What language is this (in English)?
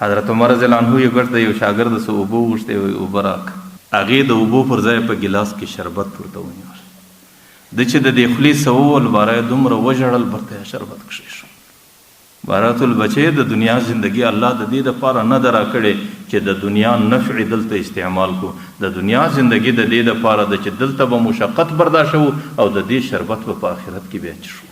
Pashto